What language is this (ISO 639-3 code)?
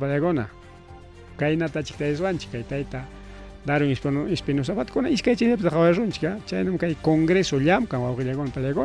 quy